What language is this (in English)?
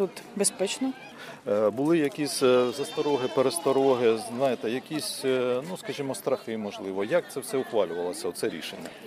Ukrainian